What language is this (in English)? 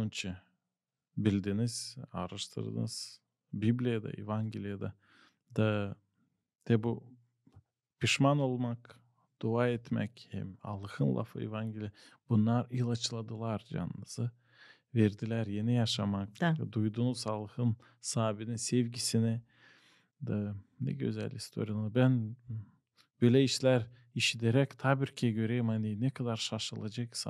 Gagauz